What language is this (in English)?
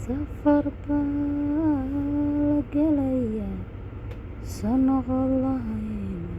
Somali